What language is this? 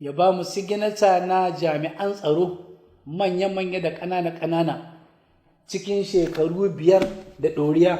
Hausa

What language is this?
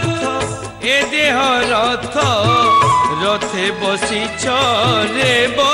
Odia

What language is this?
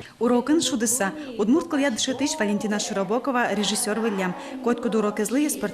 Udmurt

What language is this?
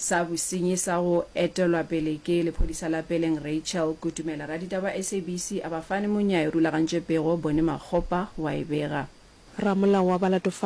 Northern Sotho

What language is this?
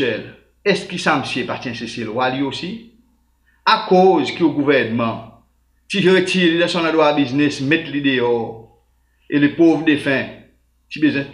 Seselwa Creole French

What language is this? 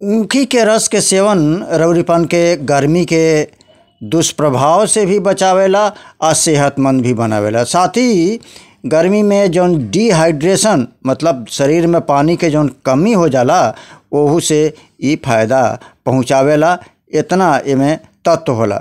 Bhojpuri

